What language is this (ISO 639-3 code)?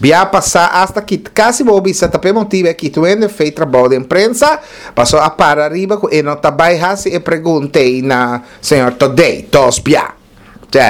pap